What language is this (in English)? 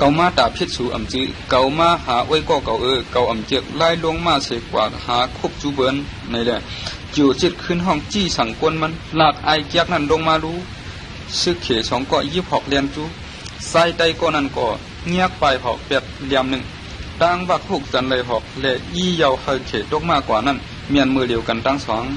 Shan